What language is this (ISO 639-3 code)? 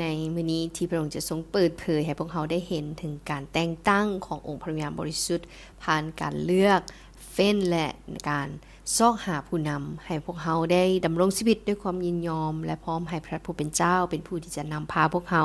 lao